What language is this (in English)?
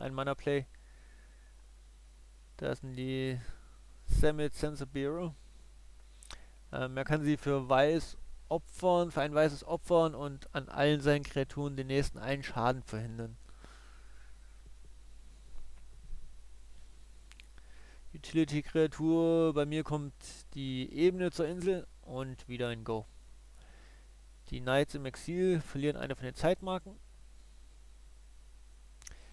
German